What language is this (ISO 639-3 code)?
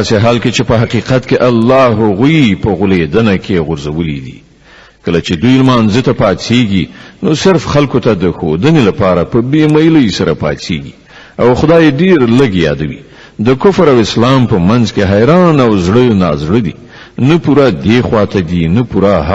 pus